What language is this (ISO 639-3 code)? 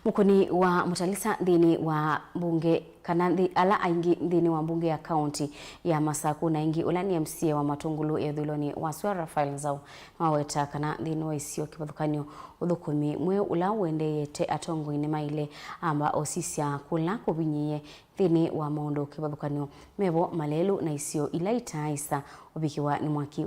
kam